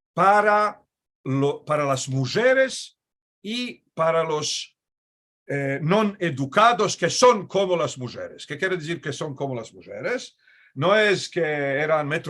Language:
Ladino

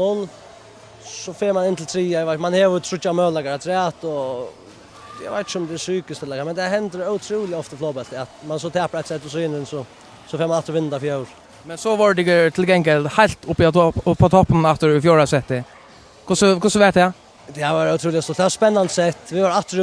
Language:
Faroese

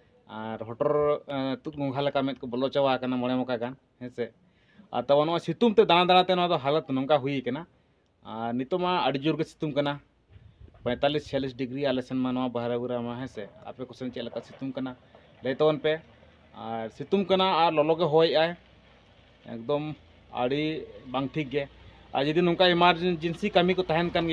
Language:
Santali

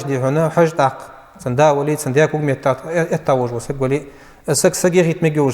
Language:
Ingush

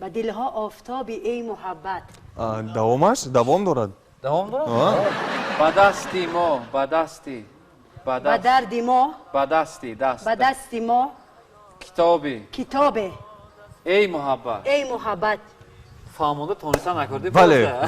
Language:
Tajik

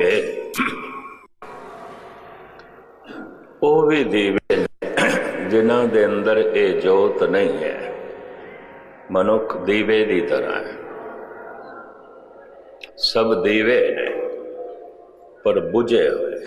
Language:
Punjabi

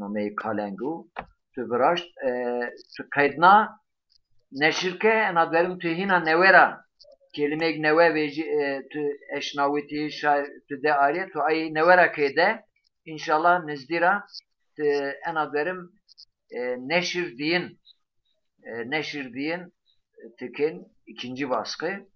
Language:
Zaza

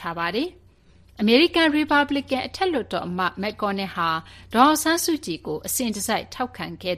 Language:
Burmese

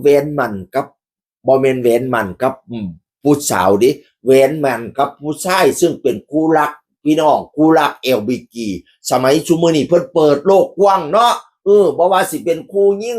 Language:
Northeastern Thai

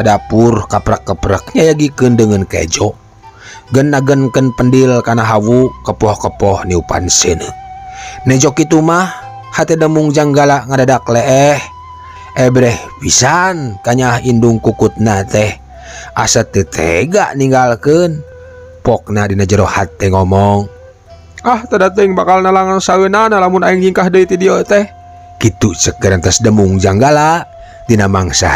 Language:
Sundanese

